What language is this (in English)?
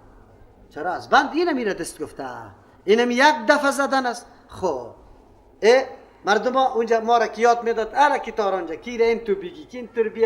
Persian